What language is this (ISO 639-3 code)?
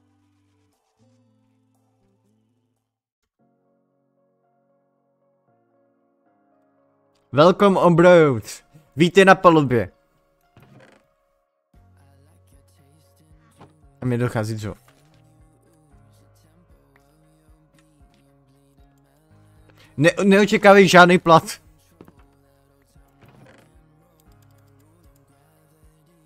ces